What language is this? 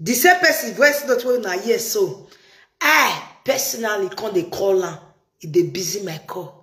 Nigerian Pidgin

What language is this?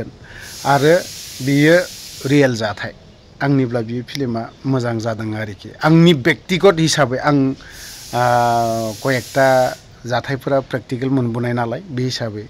Bodo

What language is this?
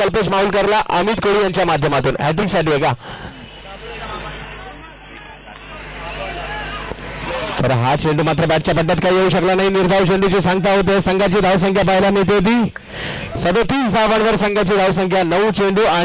Marathi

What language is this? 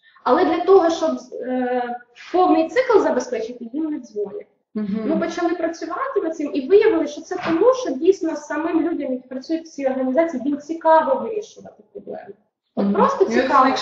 Ukrainian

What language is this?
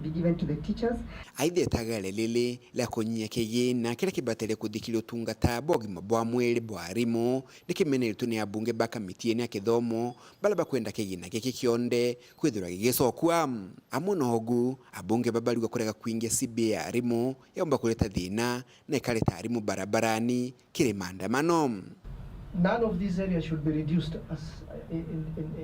Meru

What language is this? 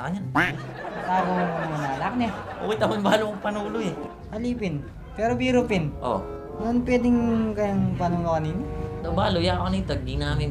Pampanga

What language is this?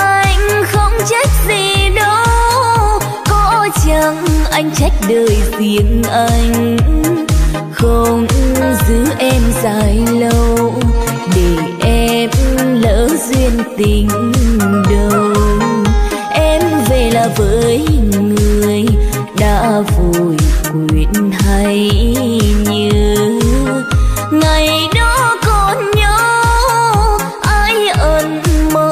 Vietnamese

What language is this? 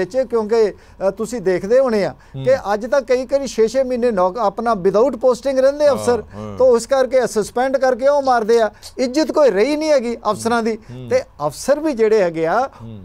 Punjabi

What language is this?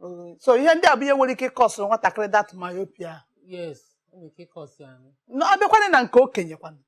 Igbo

